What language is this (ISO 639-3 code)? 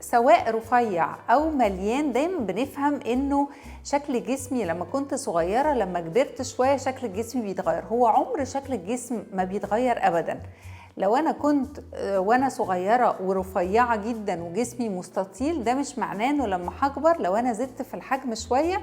arz